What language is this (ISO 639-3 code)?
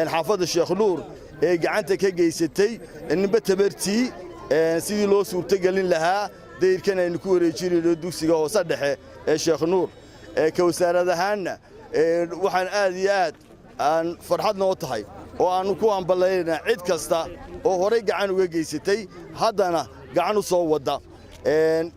som